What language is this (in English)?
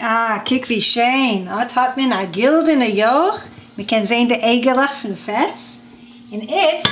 Yiddish